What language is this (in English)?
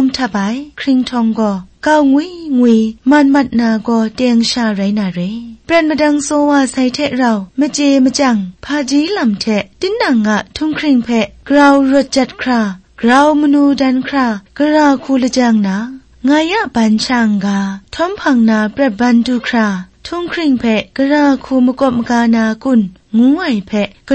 Kachin